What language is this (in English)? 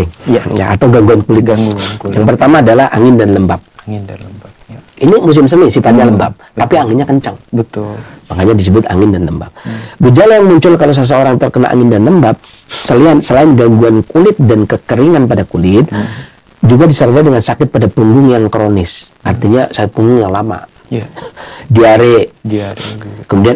Indonesian